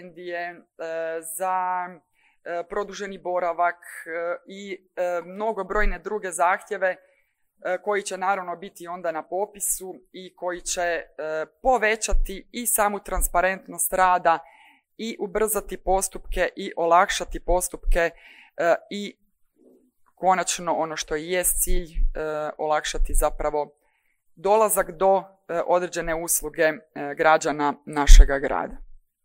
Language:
Croatian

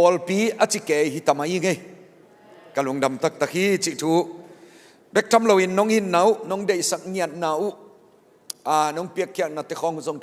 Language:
Tedim Chin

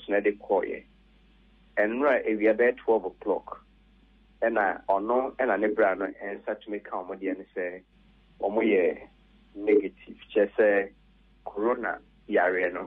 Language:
Akan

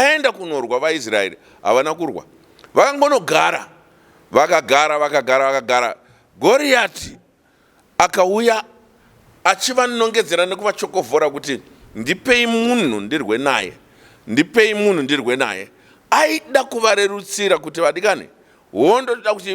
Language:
Shona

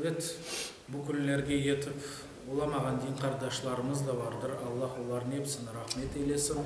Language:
Crimean Tatar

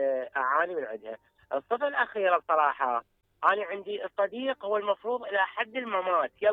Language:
Mesopotamian Arabic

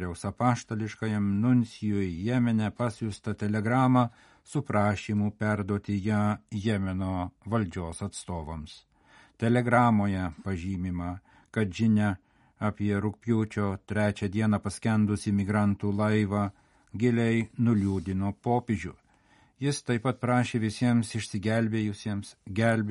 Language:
Lithuanian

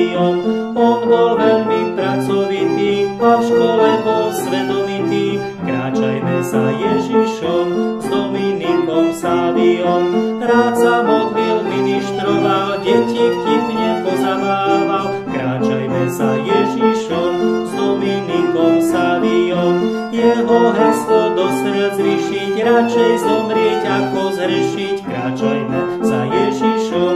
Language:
Slovak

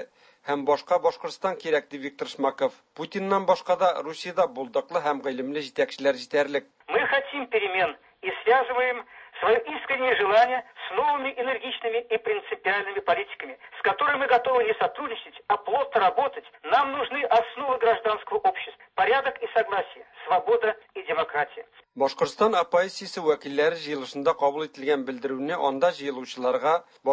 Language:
Tatar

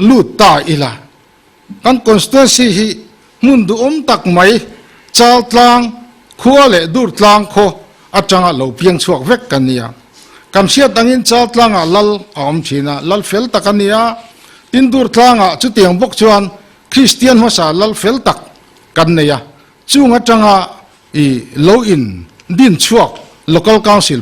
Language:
Mizo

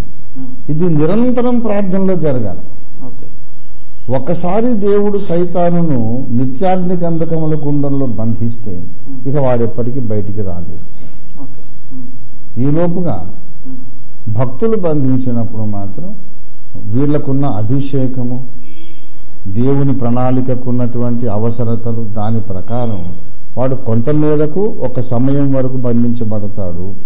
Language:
Telugu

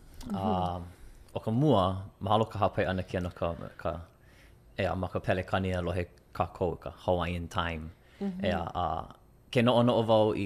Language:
Hawaiian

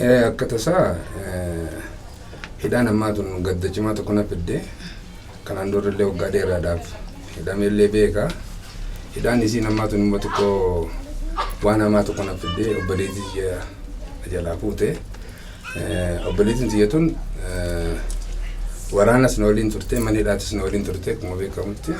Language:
Oromo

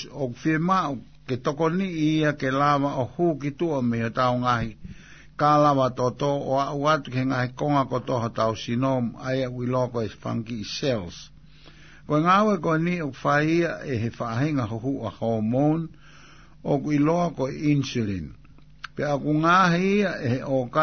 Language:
Tongan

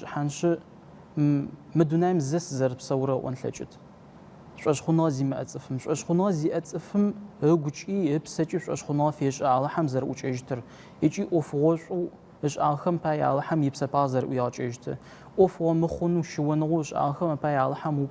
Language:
Adyghe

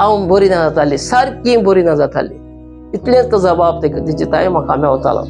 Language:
Konkani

